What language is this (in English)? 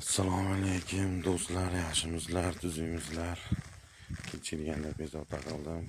Uzbek